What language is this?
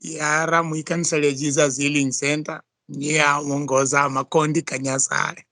Luyia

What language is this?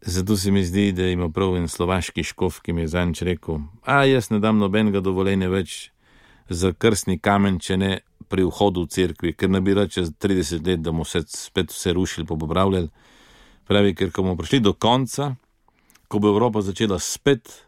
Slovenian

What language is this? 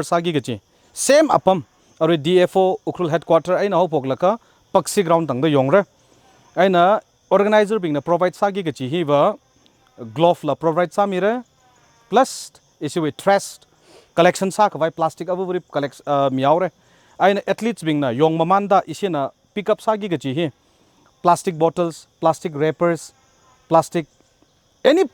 Tangkhul Naga (India)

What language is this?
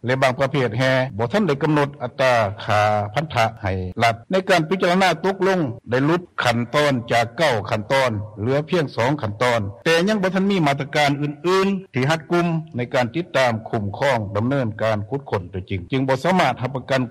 Lao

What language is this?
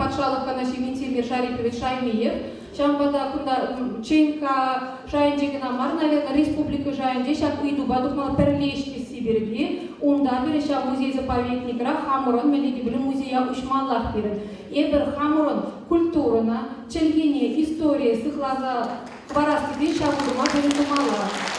Chuvash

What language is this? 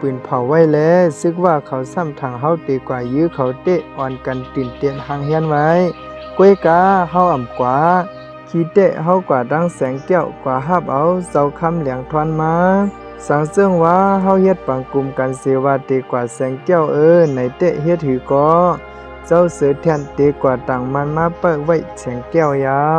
Shan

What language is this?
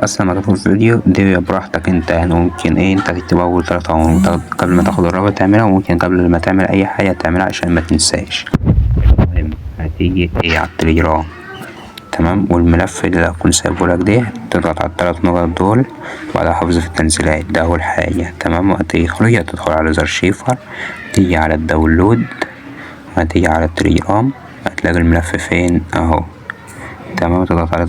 Egyptian Arabic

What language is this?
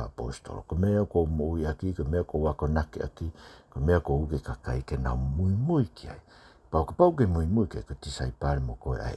Tongan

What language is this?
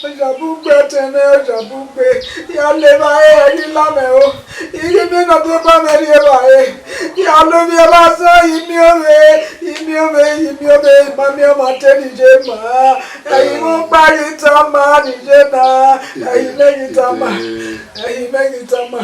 Bini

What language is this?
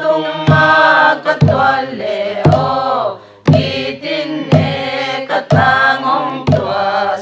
Paite Chin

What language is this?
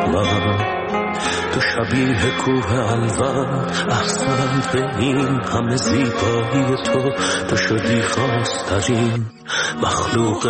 Persian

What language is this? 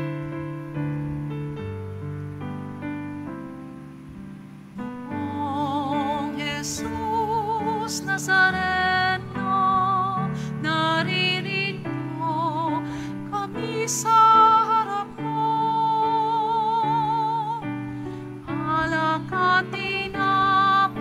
Filipino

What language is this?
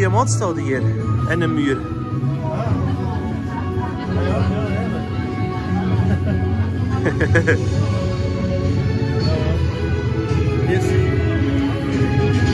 Dutch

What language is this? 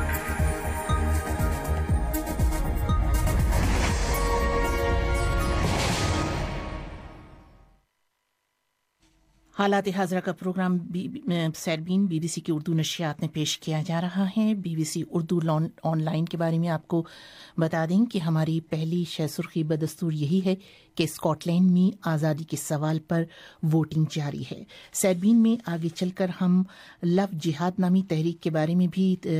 Urdu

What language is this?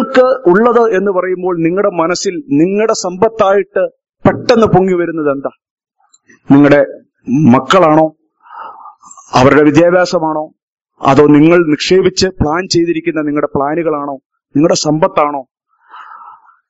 Malayalam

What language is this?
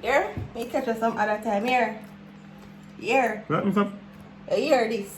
Jamaican Creole English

